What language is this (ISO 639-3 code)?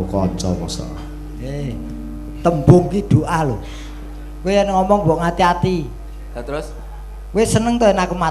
jav